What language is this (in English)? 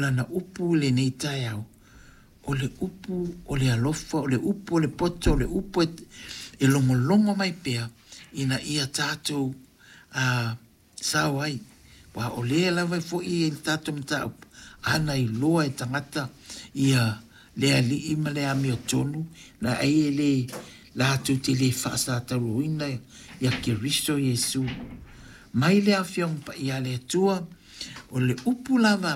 Samoan